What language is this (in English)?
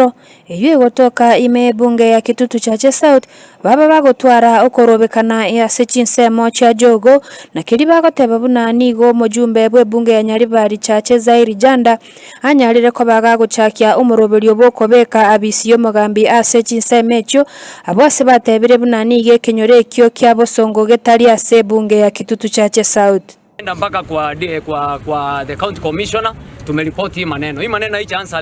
Gusii